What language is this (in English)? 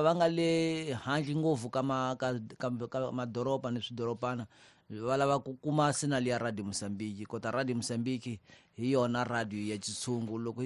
Tsonga